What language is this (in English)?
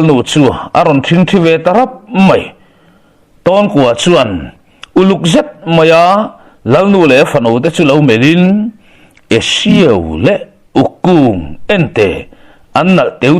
Mizo